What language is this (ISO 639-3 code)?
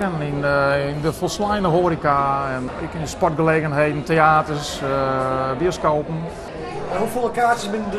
fry